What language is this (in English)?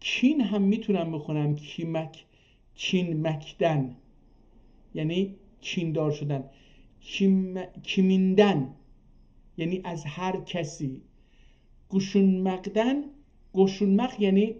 South Azerbaijani